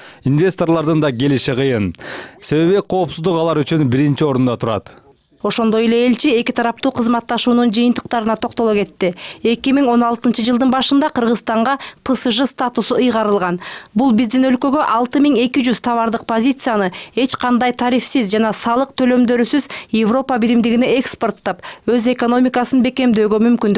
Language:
Kyrgyz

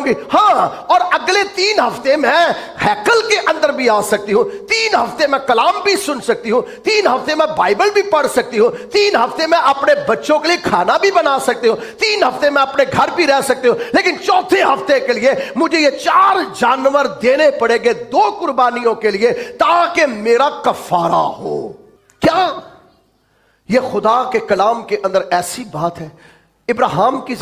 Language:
Urdu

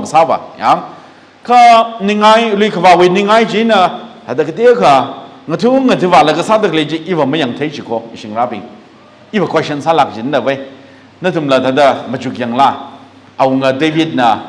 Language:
Tangkhul Naga (India)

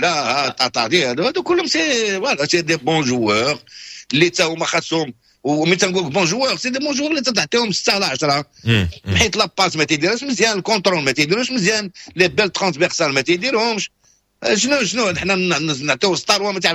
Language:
Moroccan Arabic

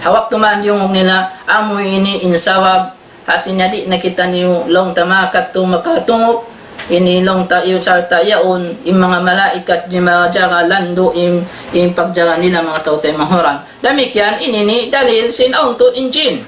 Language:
Tausug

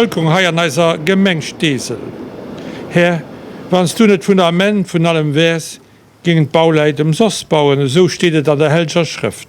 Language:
Luxembourgish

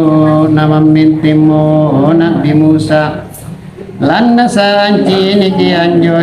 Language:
Makasar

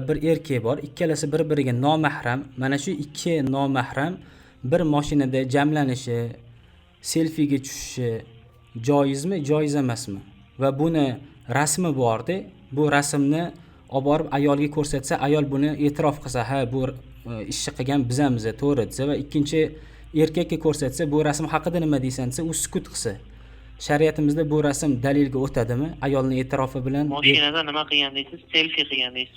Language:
Uzbek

